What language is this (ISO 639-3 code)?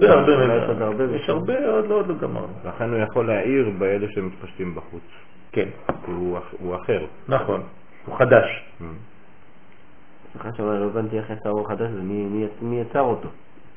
heb